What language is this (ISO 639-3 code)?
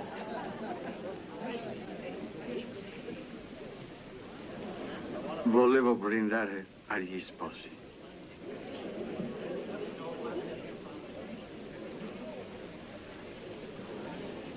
ita